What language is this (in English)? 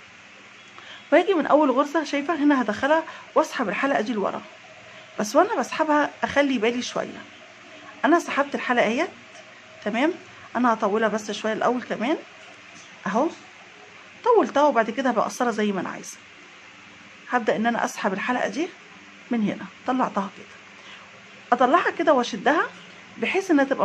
Egyptian Arabic